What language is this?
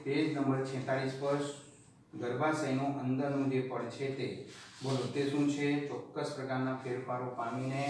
Gujarati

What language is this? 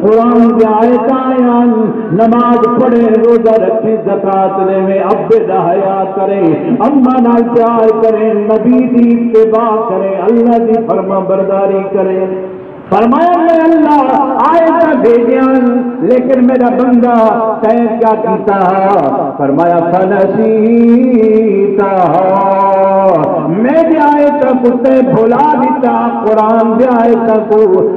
Saraiki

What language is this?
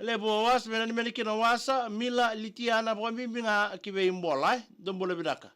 Fijian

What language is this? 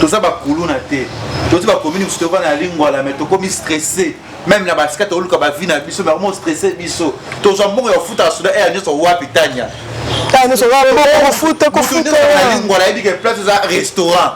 Lingala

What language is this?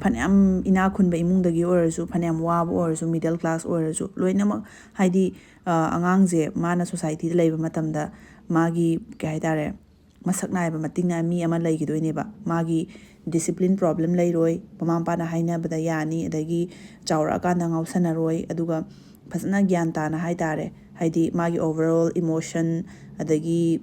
Manipuri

